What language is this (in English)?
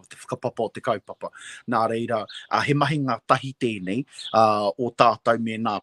Māori